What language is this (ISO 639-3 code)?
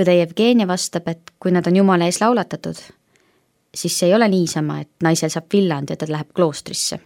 est